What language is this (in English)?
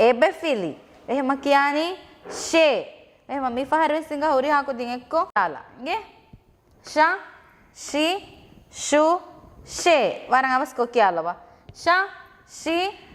Divehi